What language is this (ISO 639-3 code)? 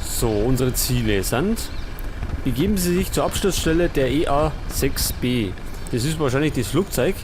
bar